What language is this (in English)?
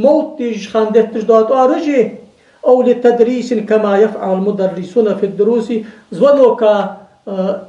Ingush